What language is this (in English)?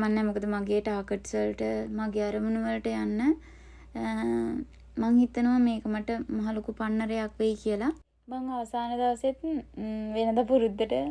Sinhala